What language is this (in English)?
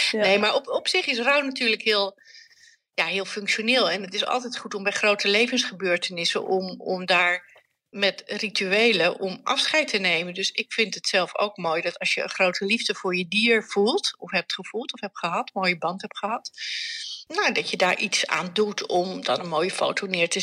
Dutch